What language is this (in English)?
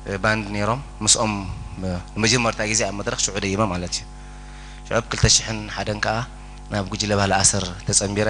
Tigrinya